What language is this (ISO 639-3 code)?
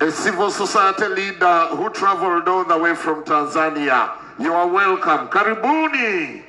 lug